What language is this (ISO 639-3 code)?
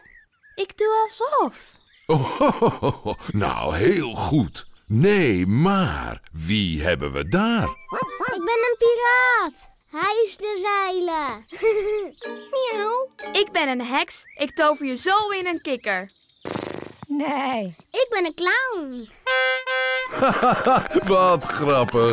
nld